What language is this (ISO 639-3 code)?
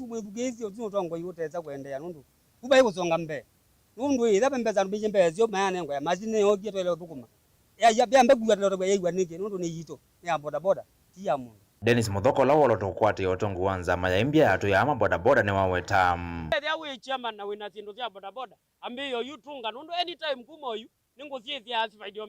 kam